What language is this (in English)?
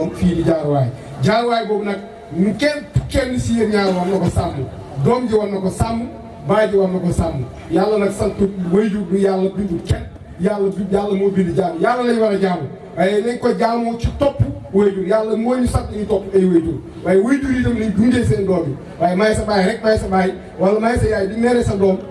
Wolof